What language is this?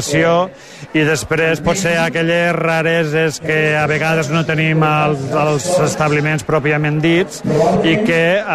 Catalan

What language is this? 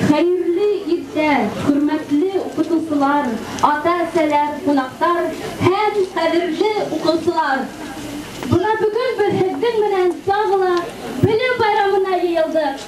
Bashkir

